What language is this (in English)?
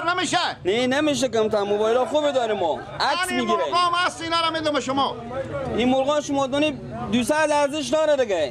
Persian